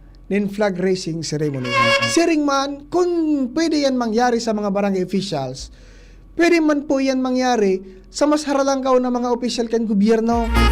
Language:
Bikol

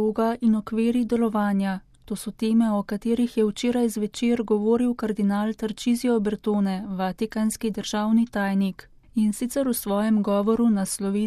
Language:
Slovenian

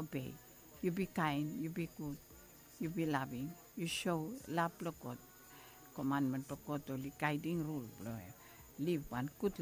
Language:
Bislama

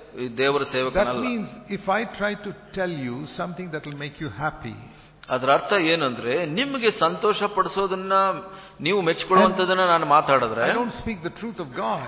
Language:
Kannada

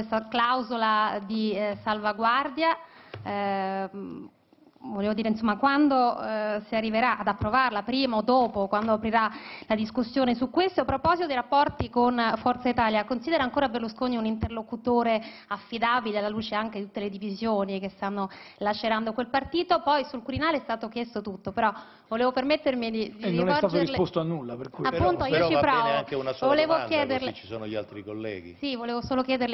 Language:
Italian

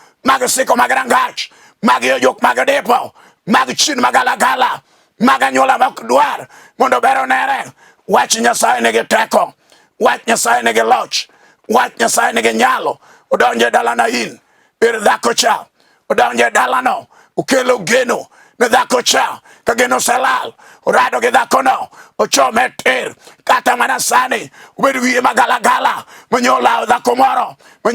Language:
Luo (Kenya and Tanzania)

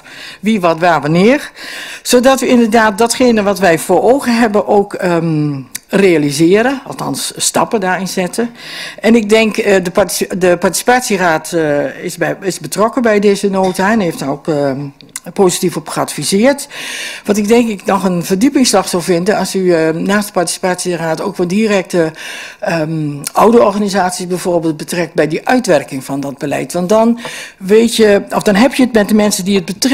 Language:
Dutch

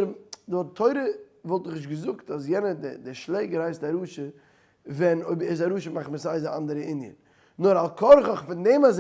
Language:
Yiddish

